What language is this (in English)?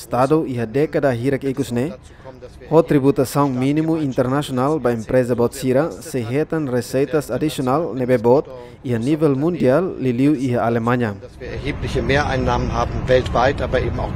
Tetum